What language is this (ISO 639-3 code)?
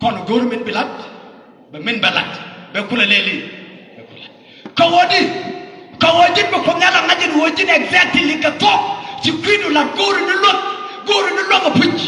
nus